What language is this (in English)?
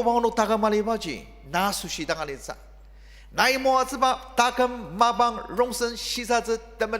Ao Naga